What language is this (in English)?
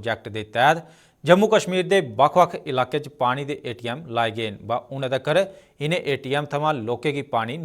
Dogri